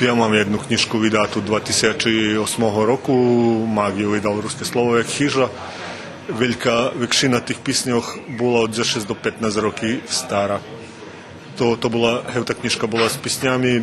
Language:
Rusyn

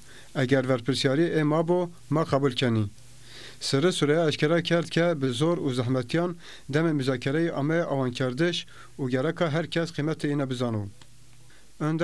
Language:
Zaza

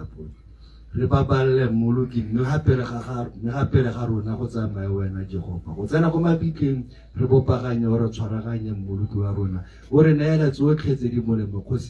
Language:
Tswana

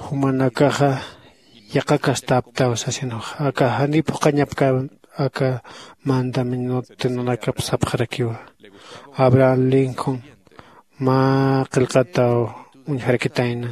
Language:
Aymara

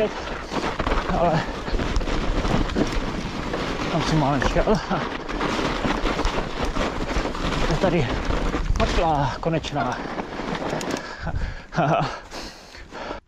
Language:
Czech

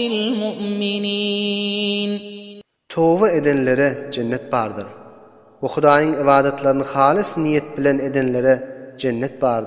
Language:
Turkmen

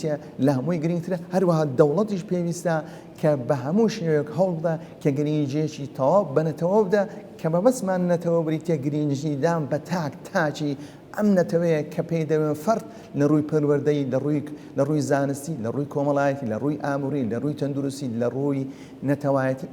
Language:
Central Kurdish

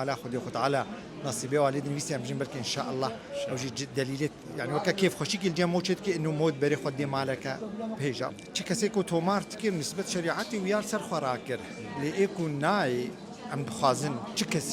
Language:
Kurdish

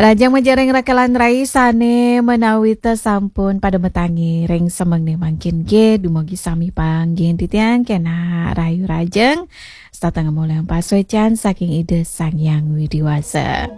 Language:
Balinese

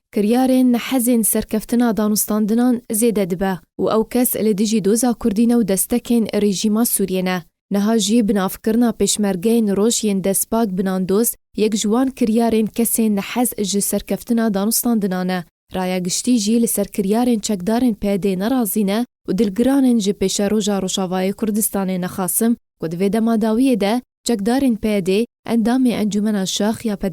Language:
Kurdish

